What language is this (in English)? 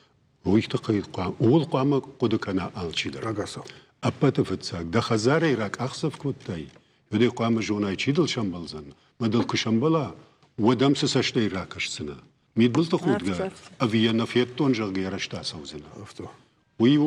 Ossetic